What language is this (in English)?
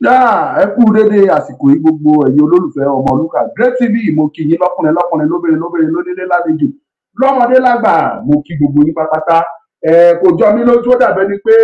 Yoruba